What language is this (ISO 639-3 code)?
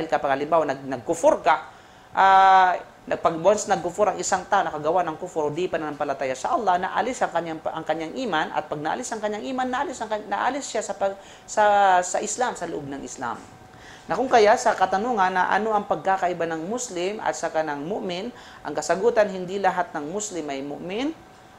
fil